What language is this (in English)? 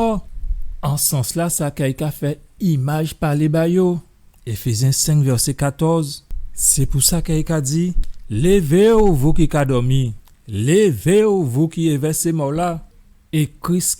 Guadeloupean Creole French